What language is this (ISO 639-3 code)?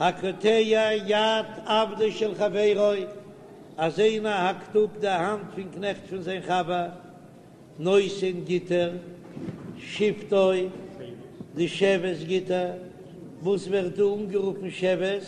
yid